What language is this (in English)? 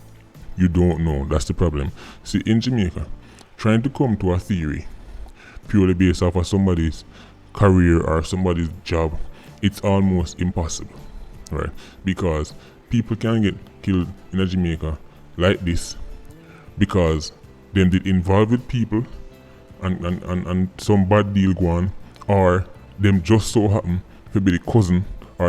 Jamaican Creole English